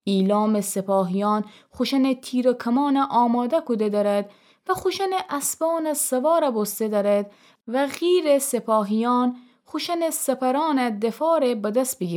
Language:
Gilaki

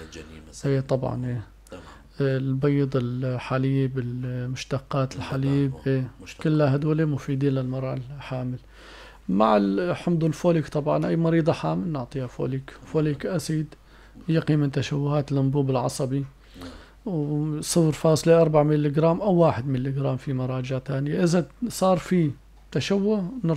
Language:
North Levantine Arabic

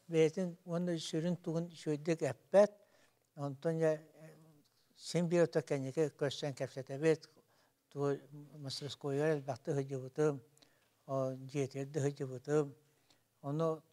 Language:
Yakut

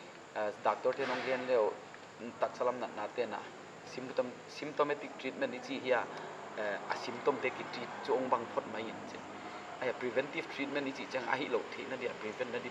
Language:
Paite Chin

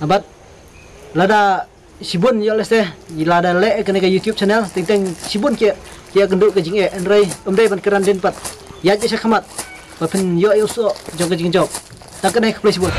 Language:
Khasi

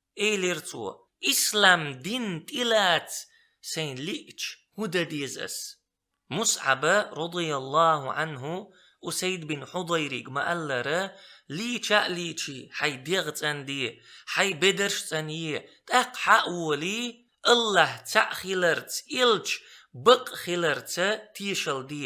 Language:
Chechen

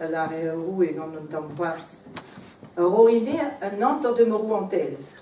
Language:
Breton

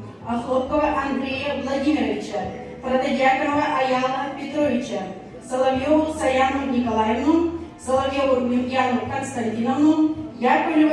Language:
Yakut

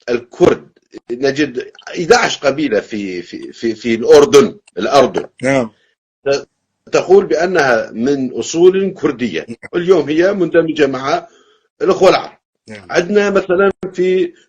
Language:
North Levantine Arabic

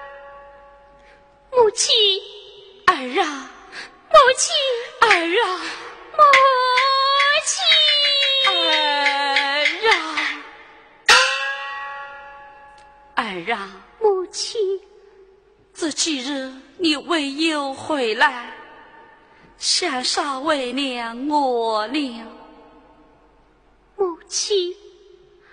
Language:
Chinese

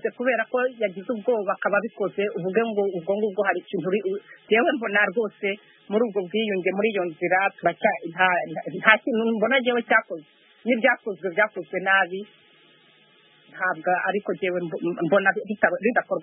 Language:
Kinyarwanda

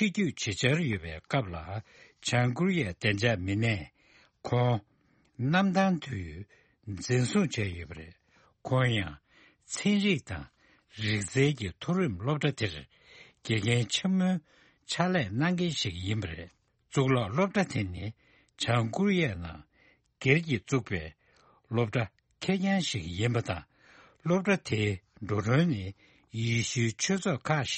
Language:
Tibetan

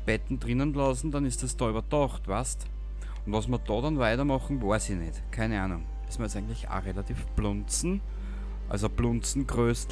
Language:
Bavarian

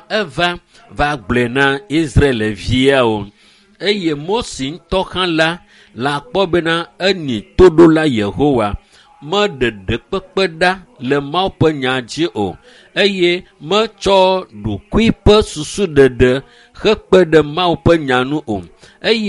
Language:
Ewe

